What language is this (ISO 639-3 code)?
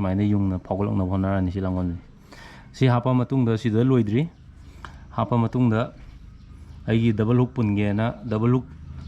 mni